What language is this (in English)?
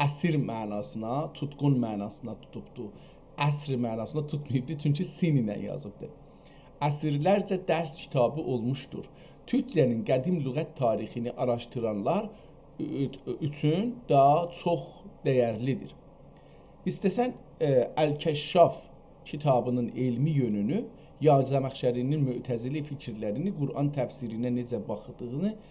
South Azerbaijani